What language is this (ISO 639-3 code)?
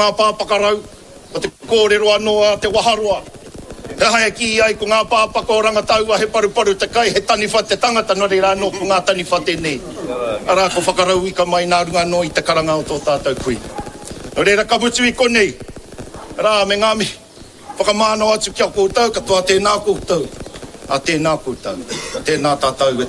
mri